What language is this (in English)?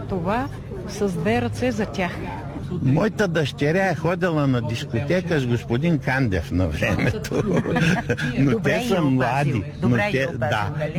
Bulgarian